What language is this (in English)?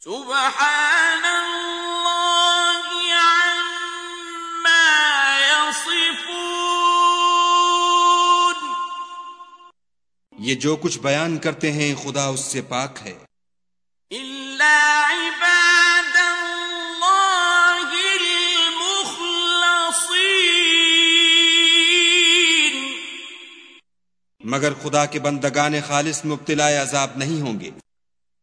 Urdu